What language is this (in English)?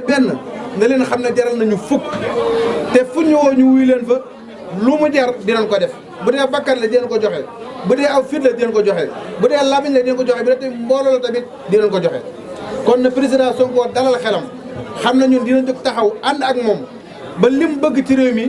Wolof